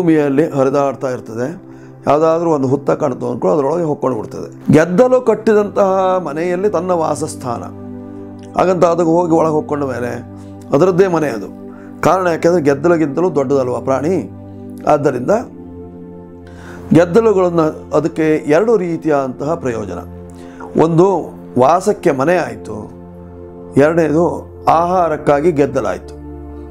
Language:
Kannada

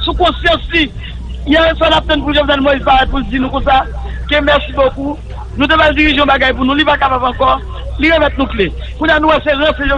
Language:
Haitian Creole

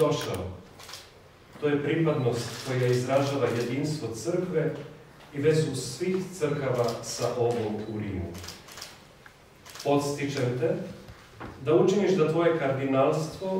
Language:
Serbian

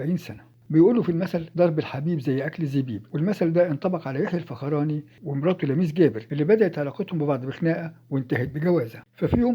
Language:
Egyptian Arabic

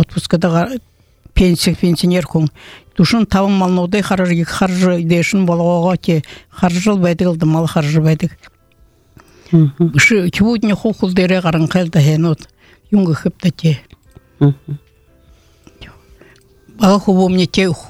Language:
Buriat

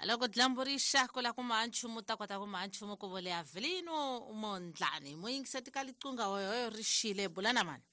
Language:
Tsonga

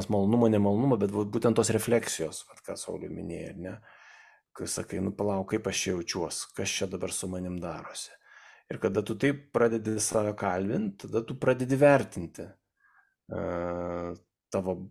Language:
Lithuanian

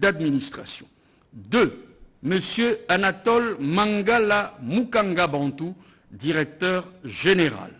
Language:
French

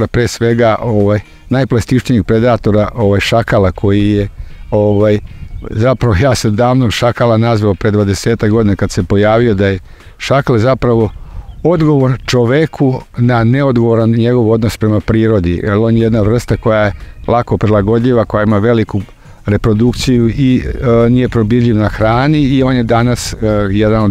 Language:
Serbian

